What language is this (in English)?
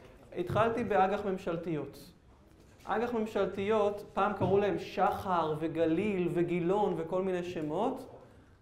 Hebrew